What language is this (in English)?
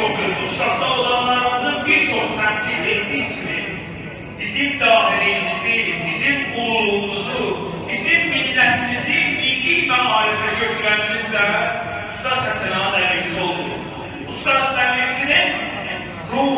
South Azerbaijani